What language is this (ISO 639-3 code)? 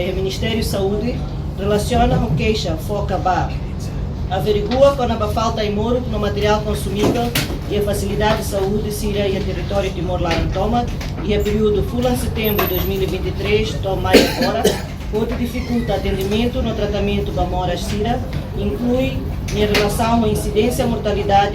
tet